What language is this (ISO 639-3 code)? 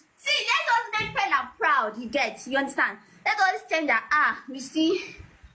pcm